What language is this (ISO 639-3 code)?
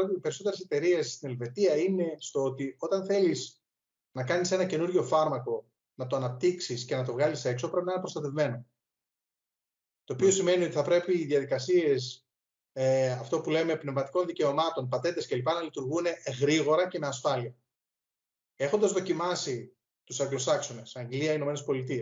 ell